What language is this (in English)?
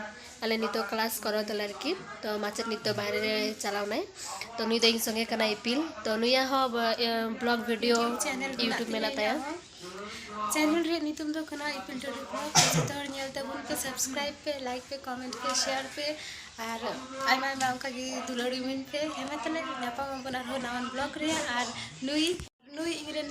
Santali